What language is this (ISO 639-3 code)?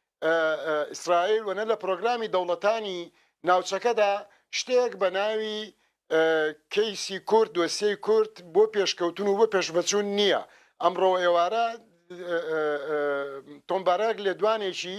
ckb